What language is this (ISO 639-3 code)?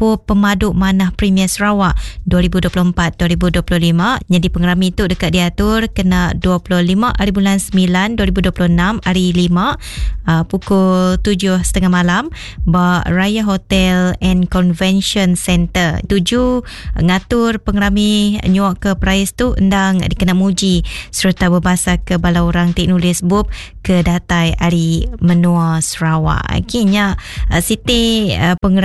iba